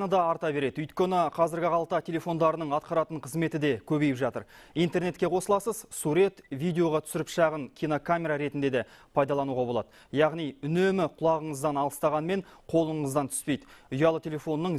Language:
Kazakh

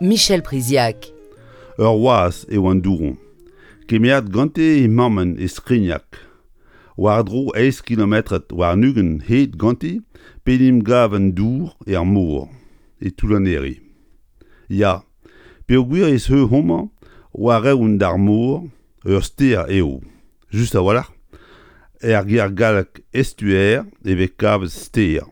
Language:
Breton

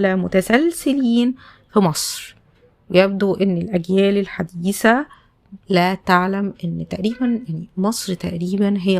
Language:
Egyptian Arabic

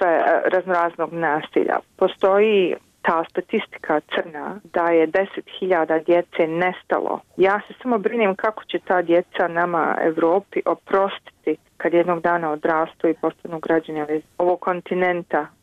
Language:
Bosnian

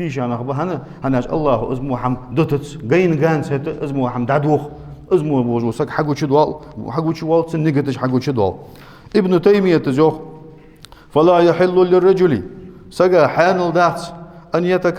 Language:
Ingush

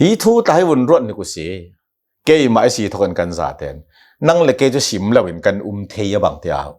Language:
Hakha Chin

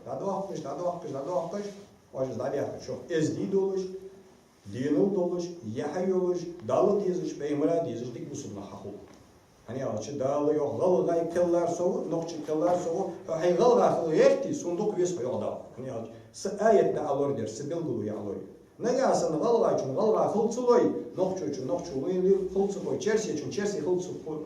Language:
Ingush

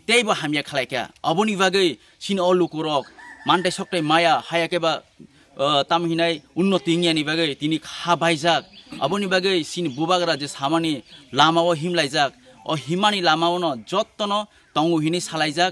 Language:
Kok Borok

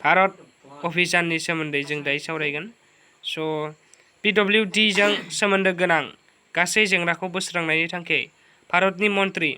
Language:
Bodo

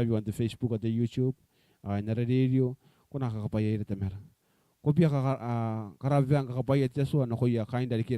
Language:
Gilbertese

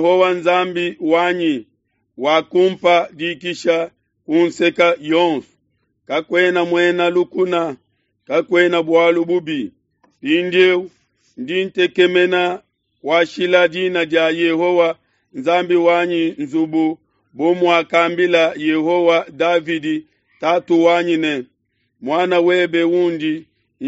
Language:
Luba-Lulua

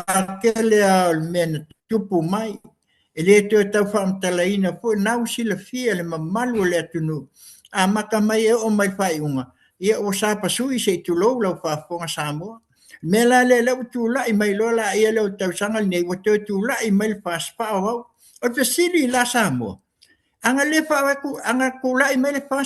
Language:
Samoan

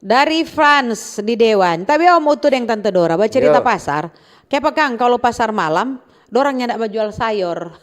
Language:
Manado Malay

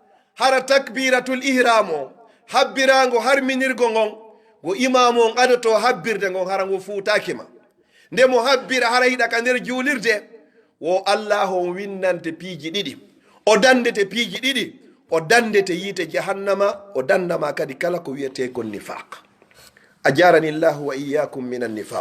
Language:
Pular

